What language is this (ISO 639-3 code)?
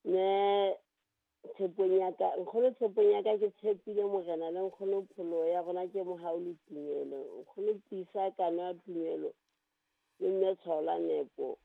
sot